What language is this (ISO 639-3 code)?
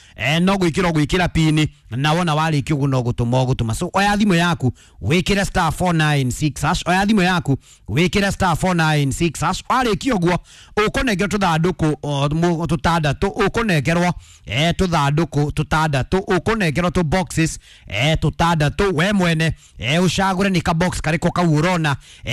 kik